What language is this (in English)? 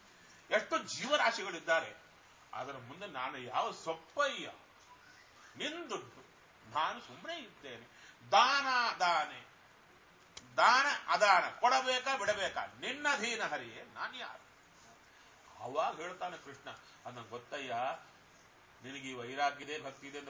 Kannada